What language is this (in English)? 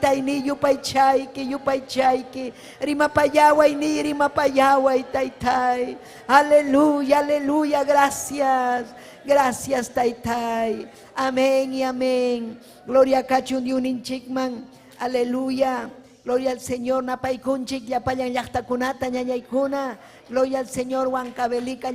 Ayacucho Quechua